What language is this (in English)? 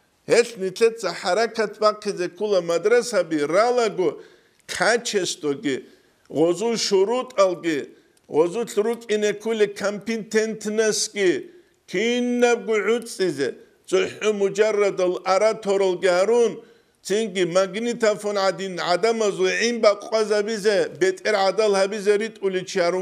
Avaric